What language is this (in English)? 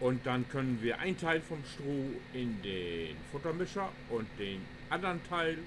Low German